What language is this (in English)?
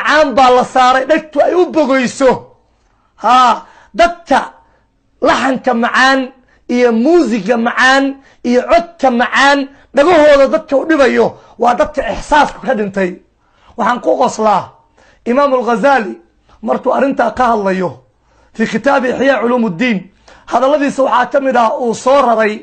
Somali